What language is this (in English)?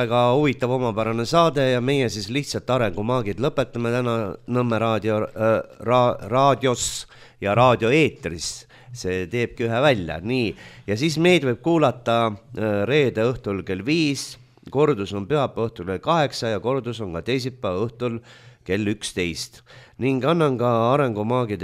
Estonian